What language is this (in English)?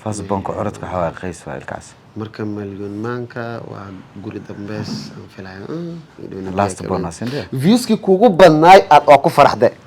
Somali